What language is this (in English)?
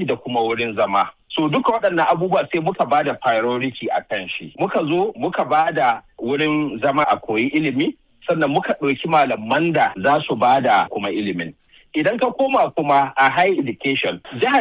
Hausa